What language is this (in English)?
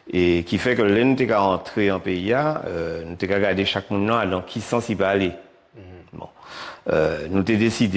Guadeloupean Creole French